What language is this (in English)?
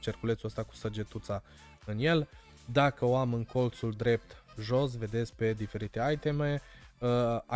Romanian